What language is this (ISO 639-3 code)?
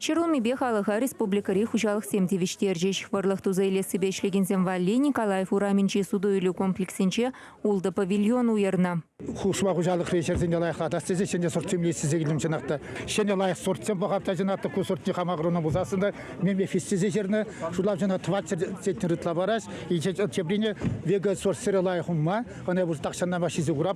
chv